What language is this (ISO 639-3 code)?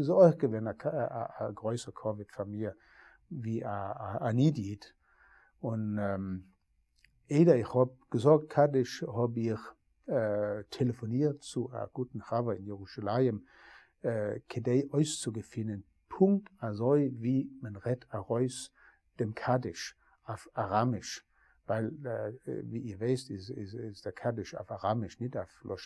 yid